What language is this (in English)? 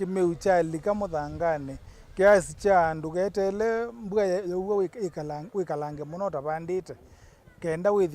Kamba